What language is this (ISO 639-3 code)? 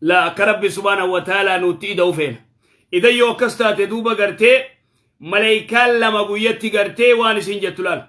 orm